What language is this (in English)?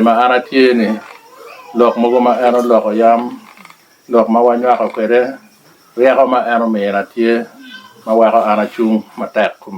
Lango (Uganda)